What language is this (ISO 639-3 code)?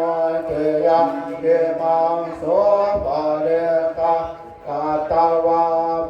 pli